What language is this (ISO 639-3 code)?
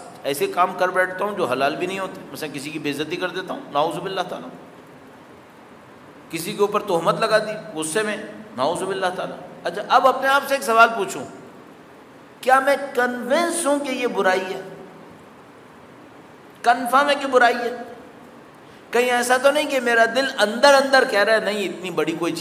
urd